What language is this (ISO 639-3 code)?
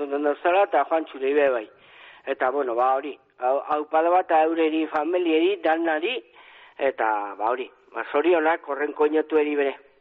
eus